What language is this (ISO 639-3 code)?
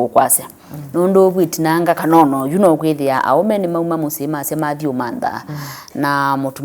kam